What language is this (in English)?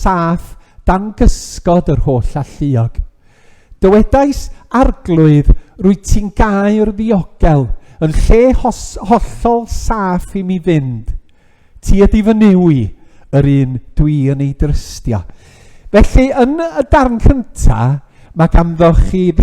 Welsh